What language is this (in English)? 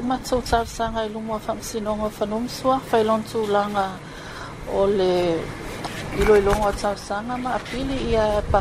Samoan